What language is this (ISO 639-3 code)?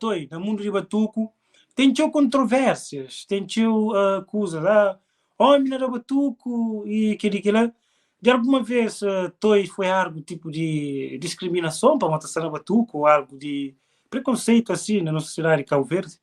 kea